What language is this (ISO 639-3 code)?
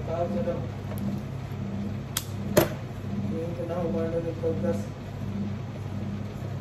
fil